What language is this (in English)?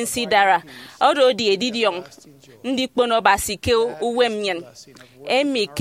Efik